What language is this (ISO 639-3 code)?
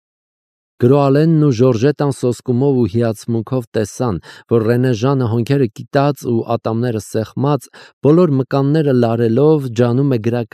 hye